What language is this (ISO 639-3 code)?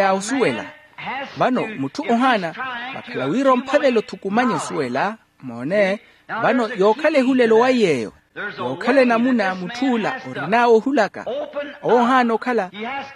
vmw